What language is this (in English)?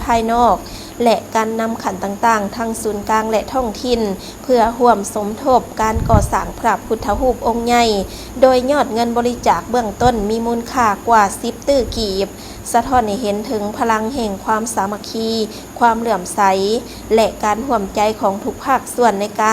Lao